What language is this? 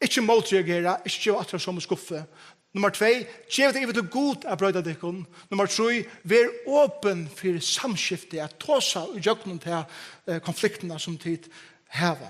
Faroese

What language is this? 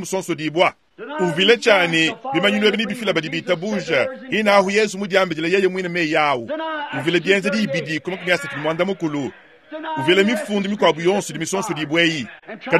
Luba-Lulua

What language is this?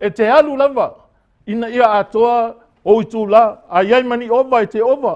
Samoan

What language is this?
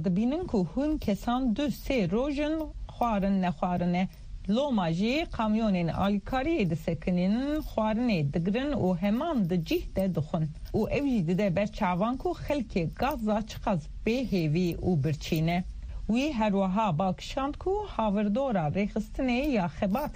Kurdish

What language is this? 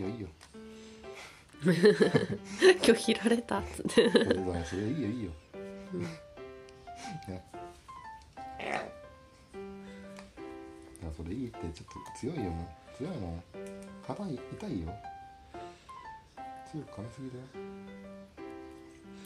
Japanese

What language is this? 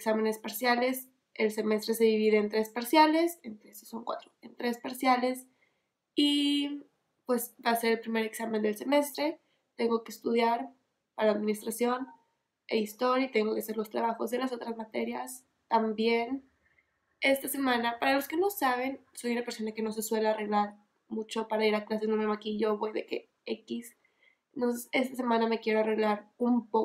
Spanish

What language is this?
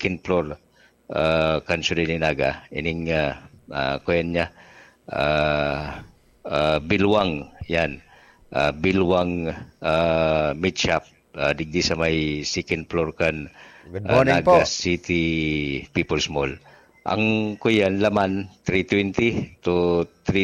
Bikol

